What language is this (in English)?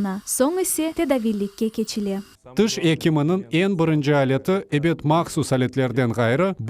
Crimean Tatar